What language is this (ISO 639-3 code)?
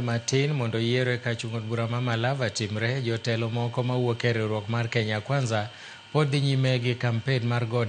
luo